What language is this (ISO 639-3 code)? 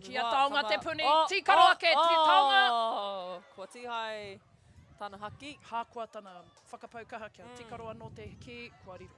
mri